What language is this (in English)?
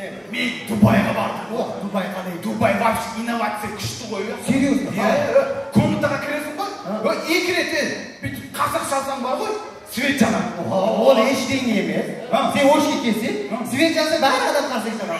Kara-Kalpak